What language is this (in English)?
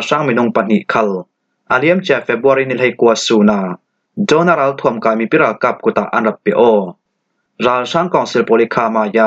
Falam Chin